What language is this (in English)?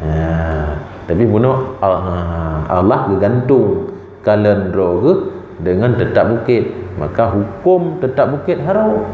Achinese